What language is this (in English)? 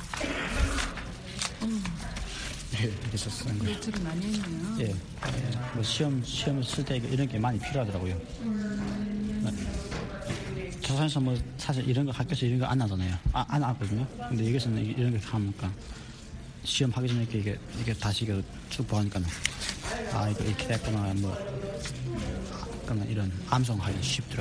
Korean